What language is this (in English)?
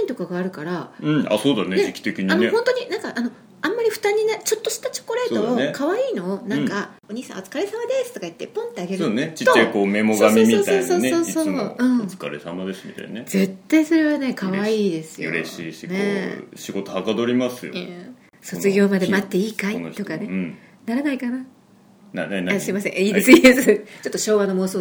Japanese